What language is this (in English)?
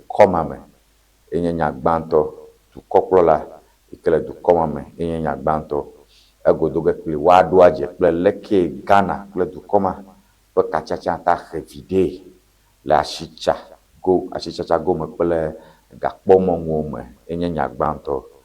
Ewe